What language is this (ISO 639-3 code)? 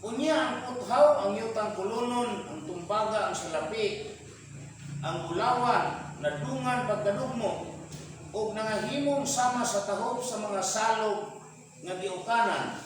ceb